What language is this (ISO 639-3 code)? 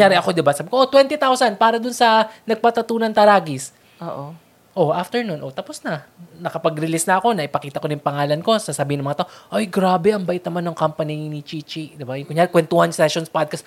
fil